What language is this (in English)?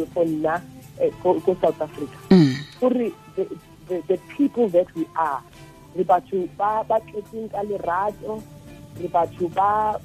Tswana